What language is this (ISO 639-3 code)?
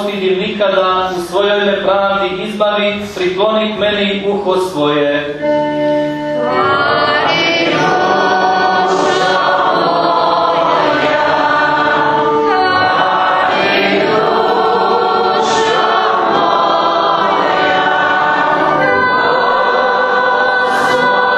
hrv